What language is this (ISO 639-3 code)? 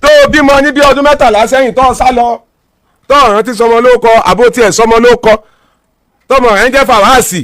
yor